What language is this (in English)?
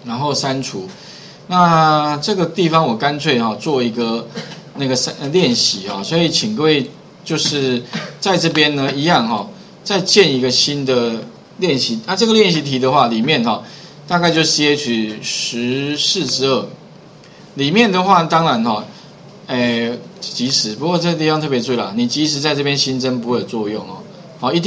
Chinese